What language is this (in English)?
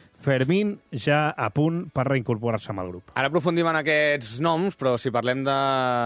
Catalan